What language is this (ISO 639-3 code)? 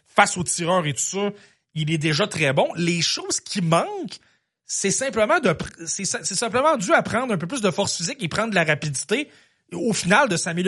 fra